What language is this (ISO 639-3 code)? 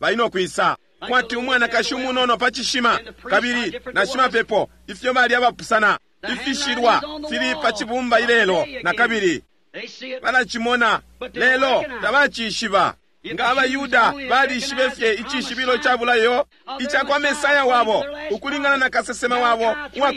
bem